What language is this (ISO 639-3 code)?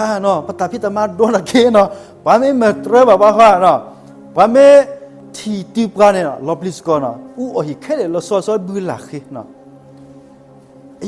ksw